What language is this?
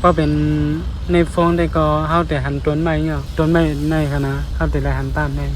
Shan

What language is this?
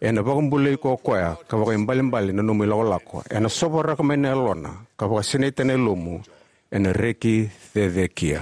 Fijian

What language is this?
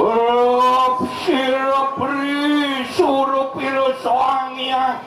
Balinese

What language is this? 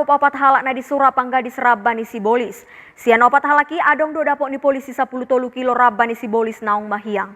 Batak Toba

